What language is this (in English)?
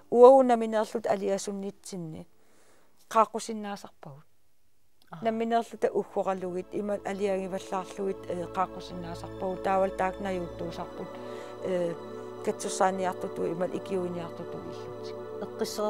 Kalaallisut